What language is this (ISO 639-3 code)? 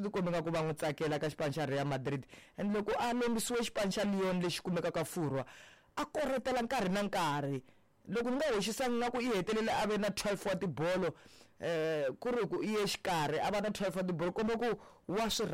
tso